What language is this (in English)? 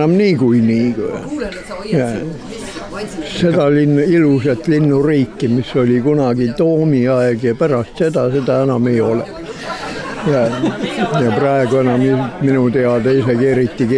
Estonian